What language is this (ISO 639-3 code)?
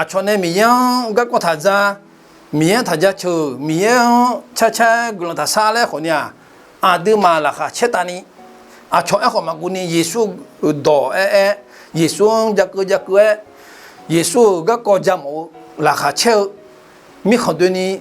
ahk